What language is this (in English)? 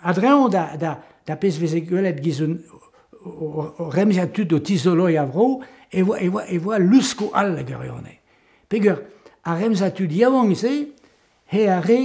Breton